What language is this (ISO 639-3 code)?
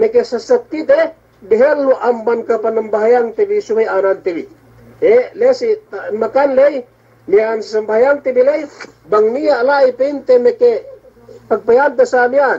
yka